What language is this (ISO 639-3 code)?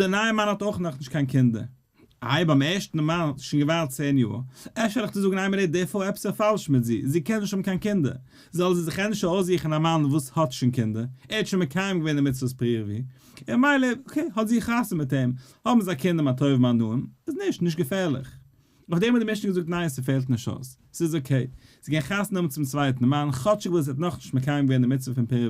yid